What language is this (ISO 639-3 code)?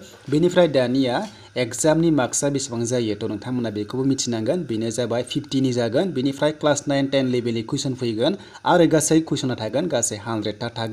brx